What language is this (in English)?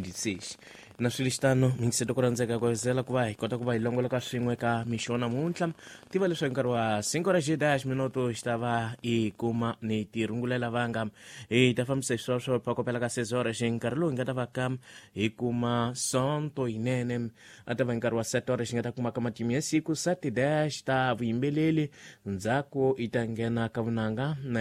Tsonga